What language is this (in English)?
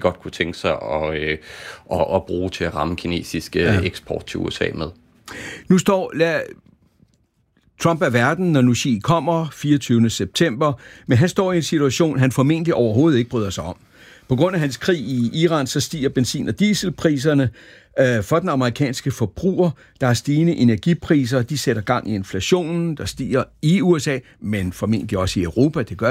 Danish